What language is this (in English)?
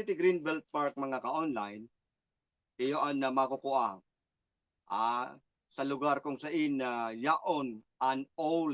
Bikol